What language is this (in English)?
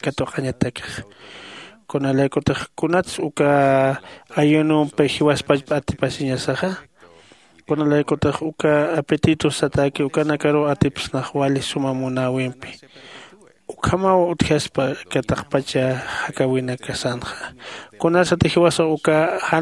Aymara